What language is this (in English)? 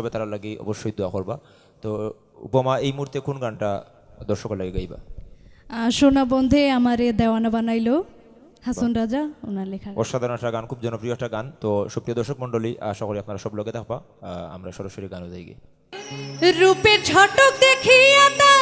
Sylheti